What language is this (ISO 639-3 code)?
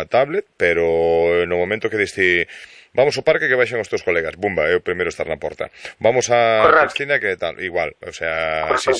glg